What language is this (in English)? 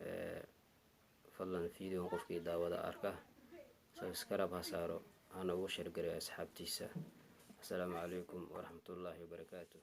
Somali